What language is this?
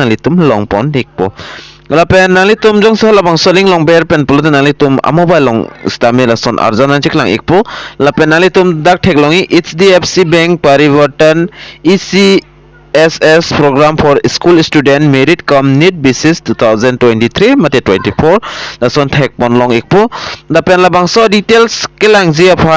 Karbi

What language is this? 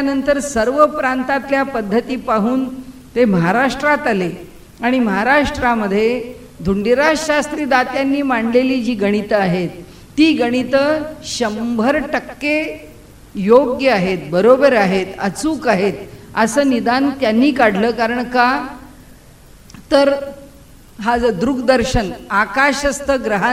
Marathi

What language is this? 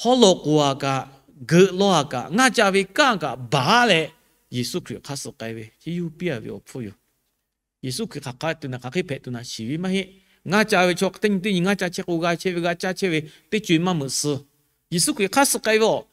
Lahu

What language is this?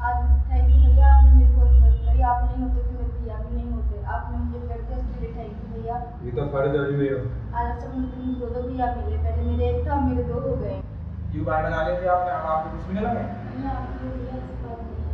Braj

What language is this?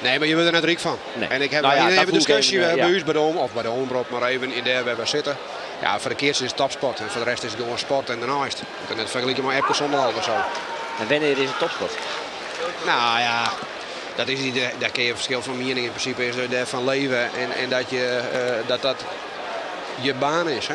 Western Frisian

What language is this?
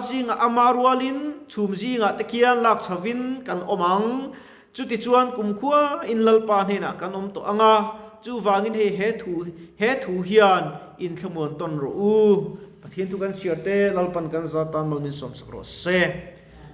Mizo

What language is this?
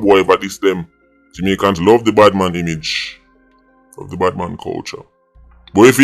Jamaican Creole English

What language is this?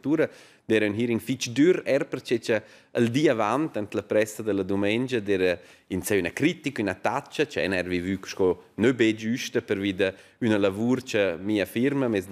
Romansh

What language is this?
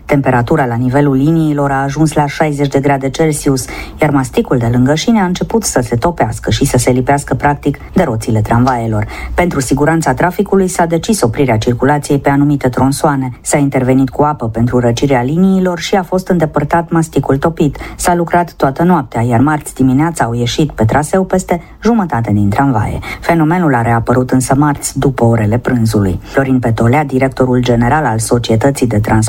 Romanian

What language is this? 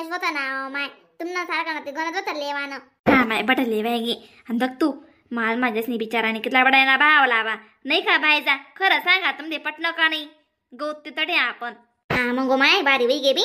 Khandesi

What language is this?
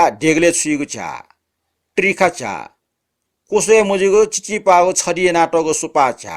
Newari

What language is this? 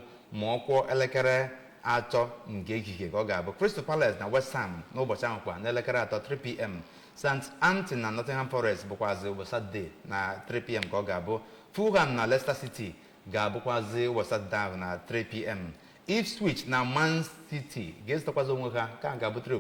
Igbo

